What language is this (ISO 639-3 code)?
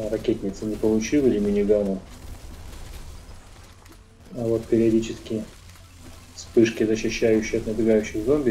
rus